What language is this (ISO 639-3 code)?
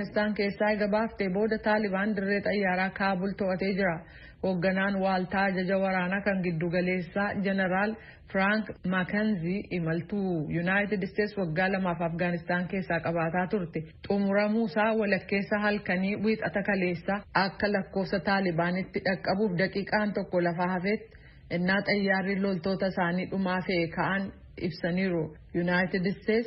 orm